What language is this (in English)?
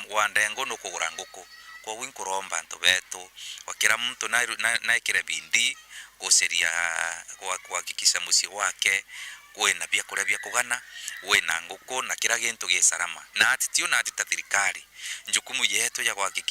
Meru